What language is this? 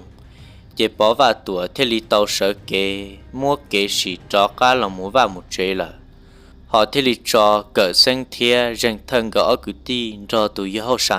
Hmong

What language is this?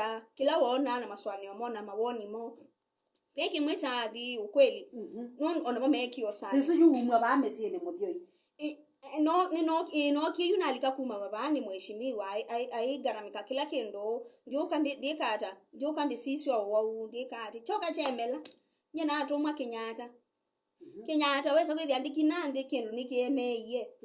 Kamba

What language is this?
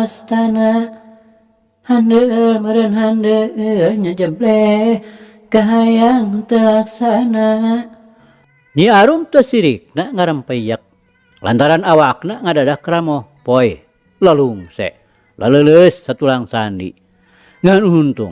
Sundanese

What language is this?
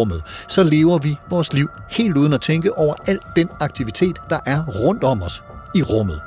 Danish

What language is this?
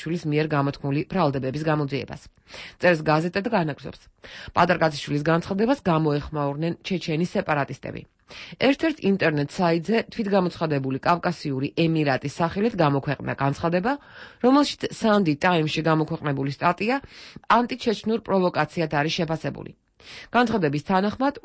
Georgian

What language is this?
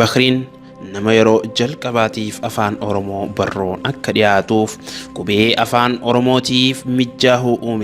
Oromo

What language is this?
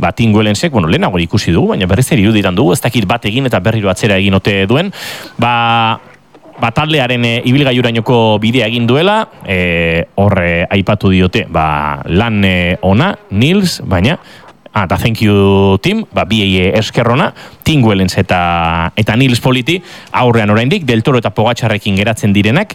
Basque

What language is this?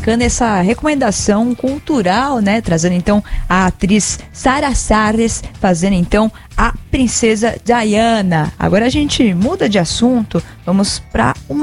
Portuguese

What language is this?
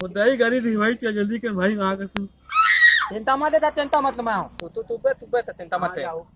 Chhattisgarhi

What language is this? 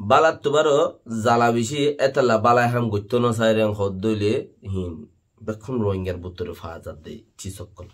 Rohingya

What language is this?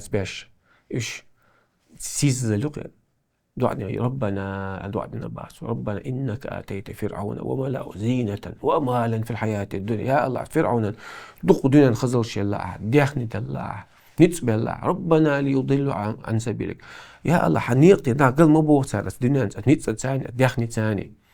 Chechen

